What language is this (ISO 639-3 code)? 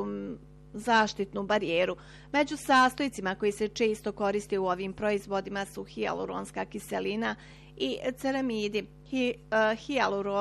bos